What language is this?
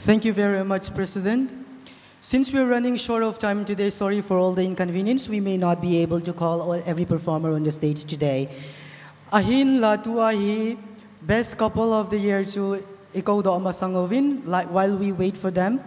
Thado Chin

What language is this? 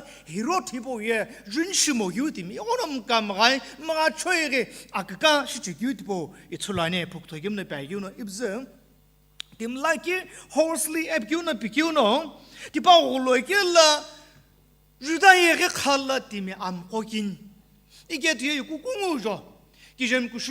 Sumi Naga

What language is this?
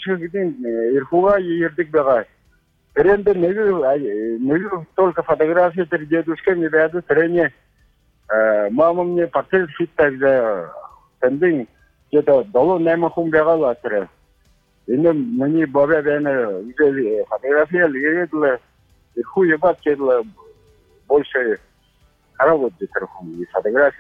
Buriat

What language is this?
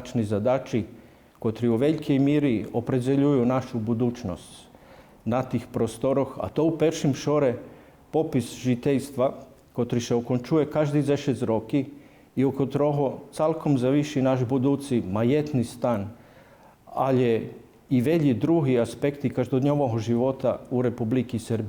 Rusyn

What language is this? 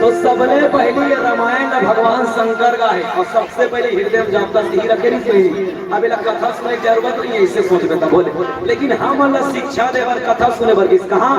Chhattisgarhi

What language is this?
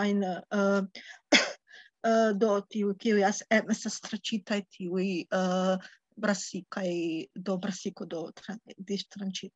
Esperanto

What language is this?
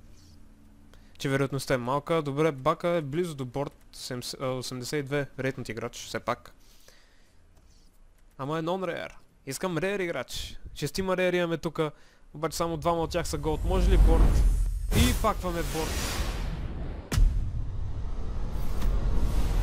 Bulgarian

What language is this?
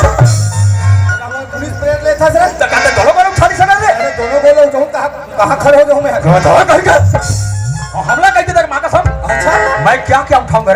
Chhattisgarhi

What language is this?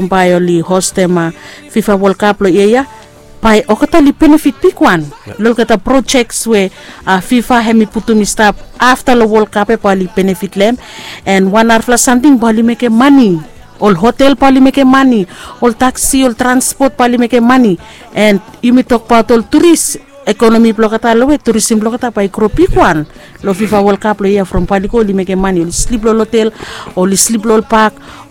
Bislama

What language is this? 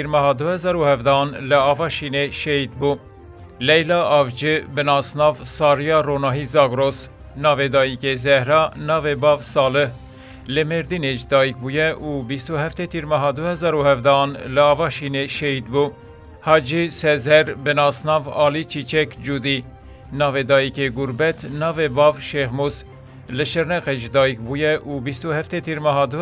Kurdish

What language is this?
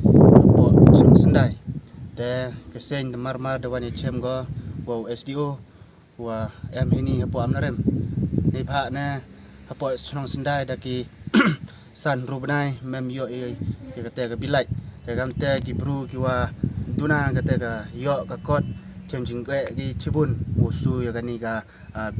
Pnar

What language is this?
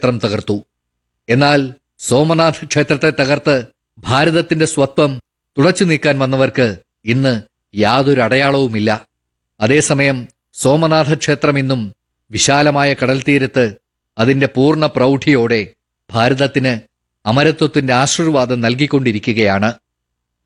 Malayalam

